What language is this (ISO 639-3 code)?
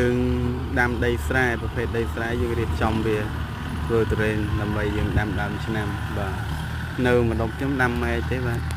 khm